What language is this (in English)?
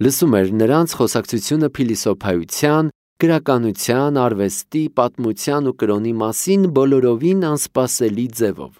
Armenian